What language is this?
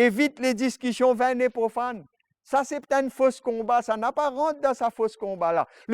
Morisyen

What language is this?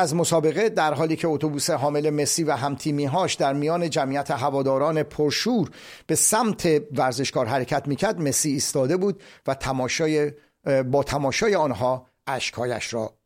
Persian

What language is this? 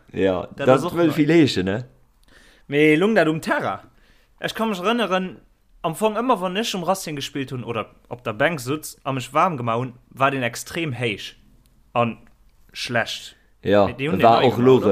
Luxembourgish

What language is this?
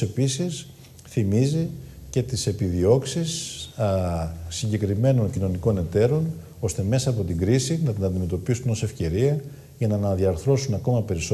Greek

